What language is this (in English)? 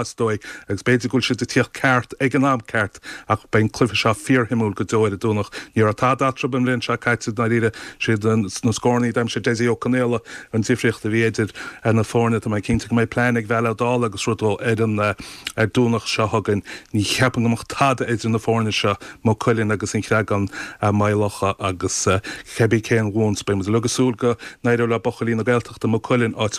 Irish